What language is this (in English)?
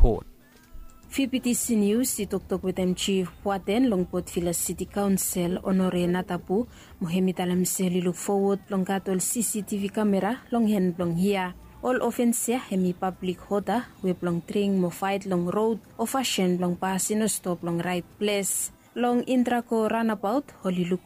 Bislama